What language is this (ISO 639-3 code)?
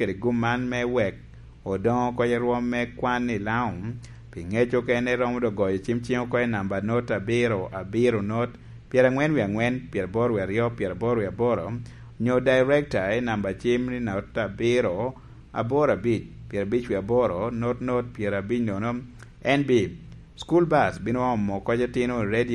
laj